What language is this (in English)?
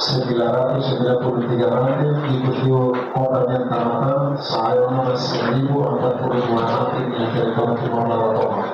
Tetum